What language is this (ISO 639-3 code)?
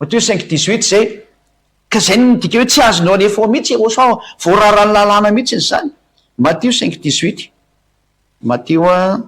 mlg